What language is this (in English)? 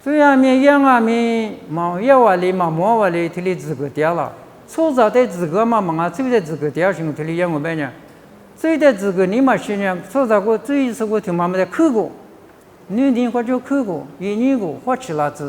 Lisu